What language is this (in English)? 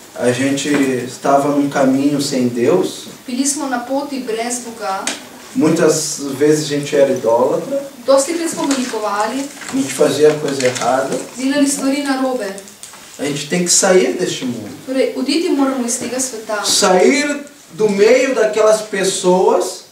Portuguese